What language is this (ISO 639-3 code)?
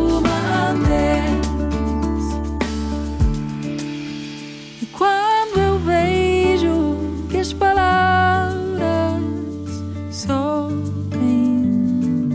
cat